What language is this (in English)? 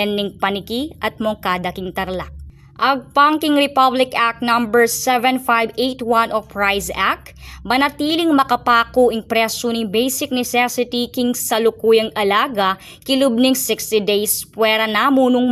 Pampanga